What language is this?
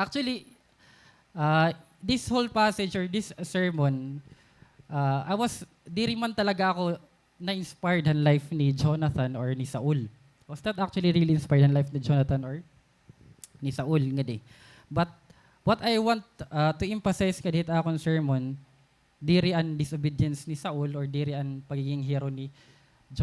Waray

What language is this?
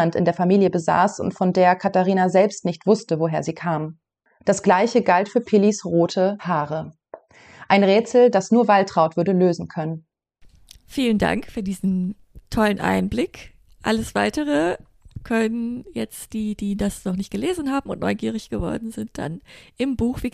German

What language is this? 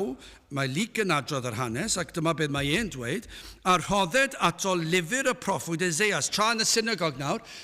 Welsh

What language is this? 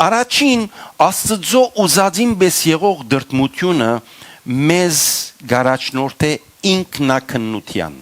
Western Armenian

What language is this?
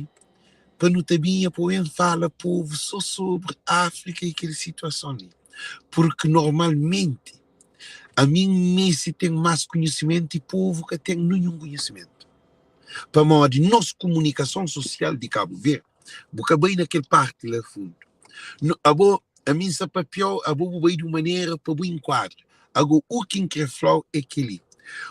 Kabuverdianu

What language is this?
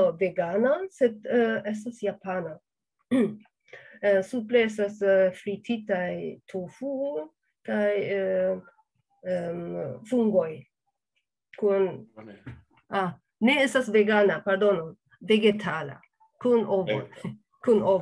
Esperanto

